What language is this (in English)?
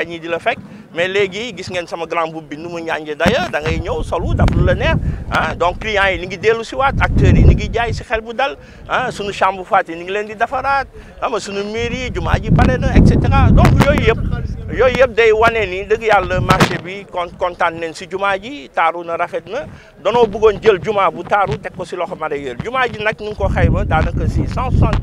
Wolof